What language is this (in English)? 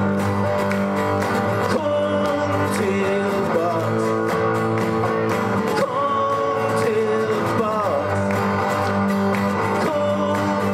Swedish